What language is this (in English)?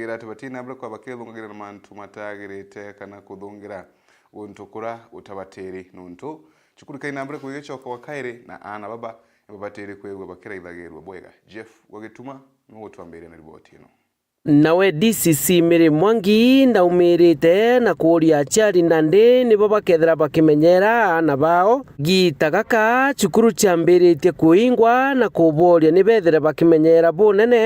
Meru